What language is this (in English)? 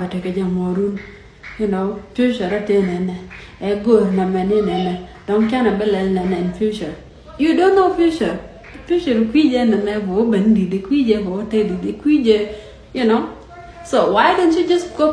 Nuer